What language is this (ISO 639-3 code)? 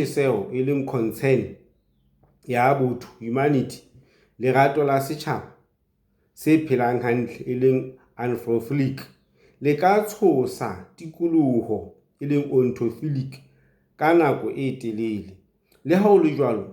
sot